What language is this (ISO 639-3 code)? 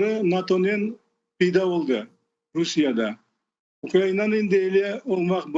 crh